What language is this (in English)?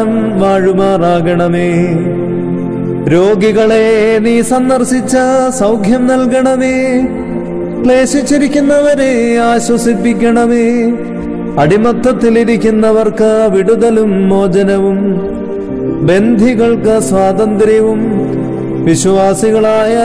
Malayalam